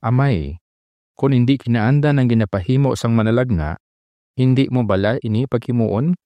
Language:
Hiligaynon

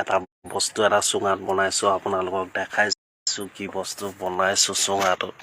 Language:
Assamese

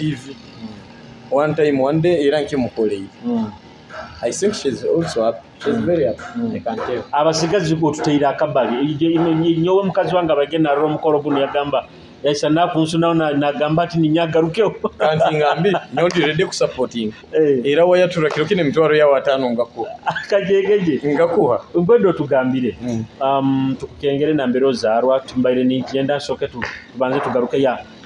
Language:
Nyoro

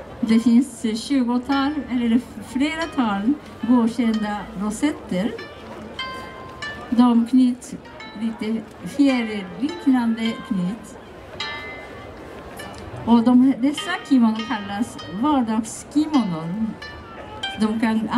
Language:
Swedish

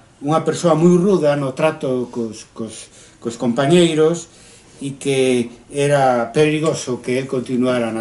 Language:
Galician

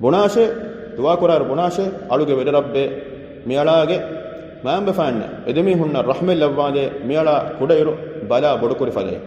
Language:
Divehi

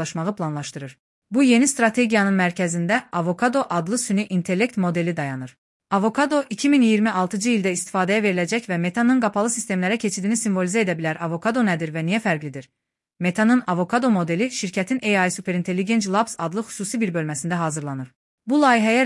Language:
Azerbaijani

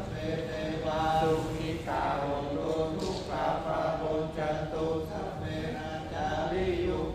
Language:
Pali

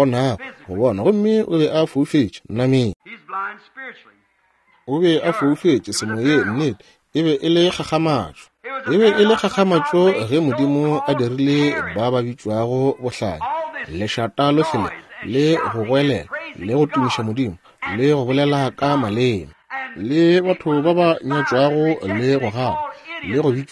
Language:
Northern Sotho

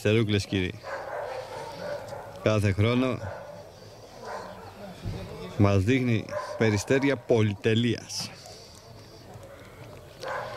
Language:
Greek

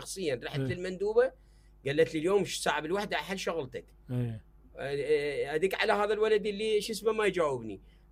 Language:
Mesopotamian Arabic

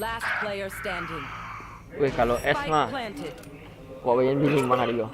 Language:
Minangkabau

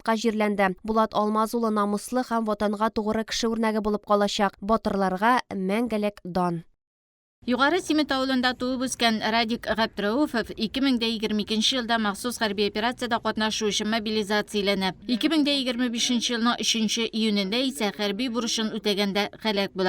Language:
Tatar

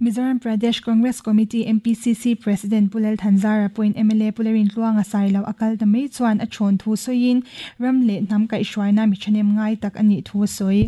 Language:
Mizo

